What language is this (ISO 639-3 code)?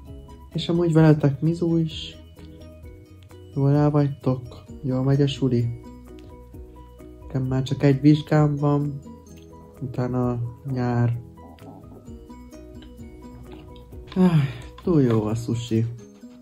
hun